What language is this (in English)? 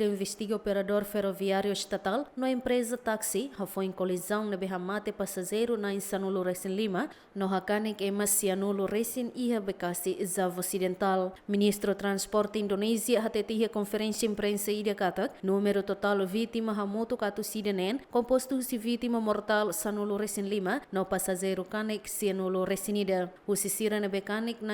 Tetum